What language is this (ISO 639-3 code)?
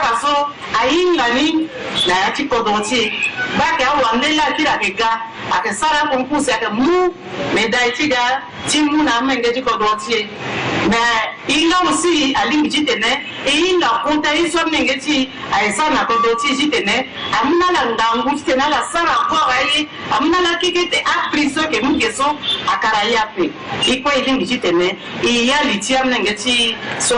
sag